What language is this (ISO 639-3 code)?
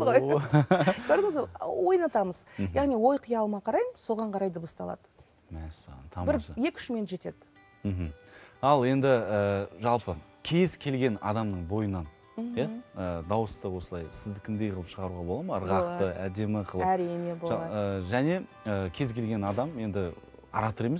kaz